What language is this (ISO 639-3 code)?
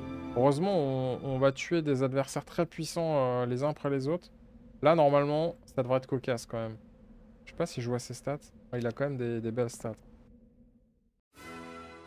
fra